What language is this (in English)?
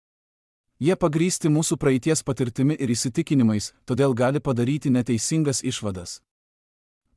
Lithuanian